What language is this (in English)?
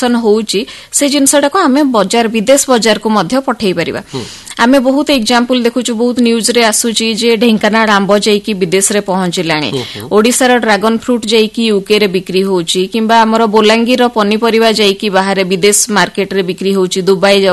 Odia